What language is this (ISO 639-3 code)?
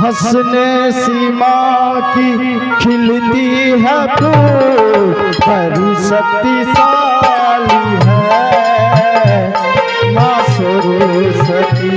anp